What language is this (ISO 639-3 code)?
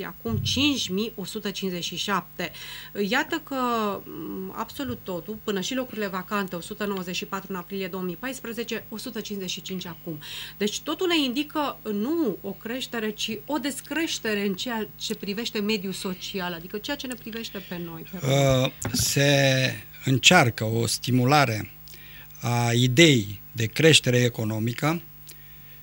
ron